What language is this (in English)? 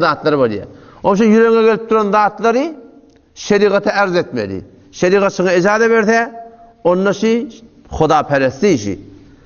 Turkmen